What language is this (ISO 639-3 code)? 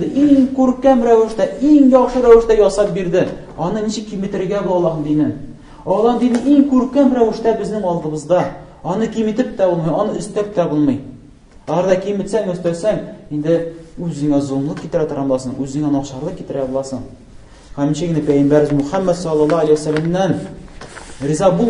tat